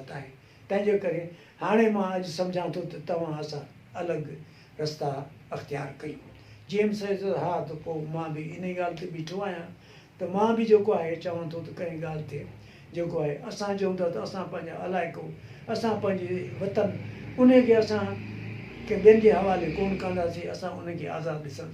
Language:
Sindhi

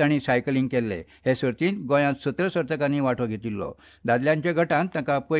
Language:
Konkani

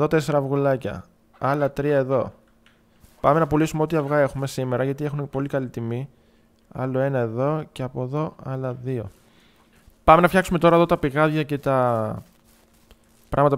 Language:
Greek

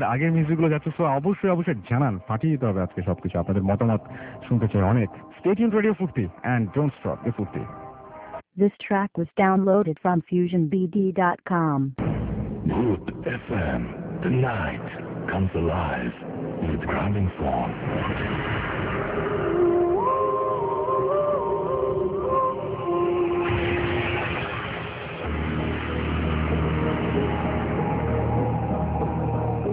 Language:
Bangla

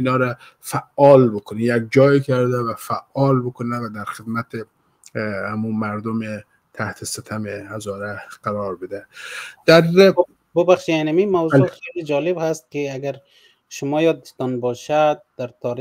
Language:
Persian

